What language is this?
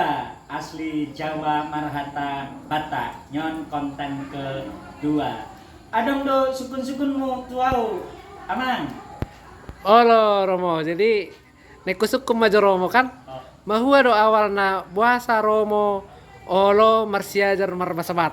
Batak Toba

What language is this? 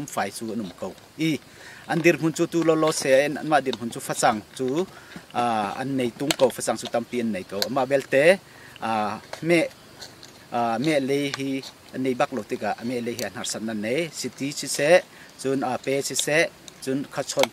Hakha Chin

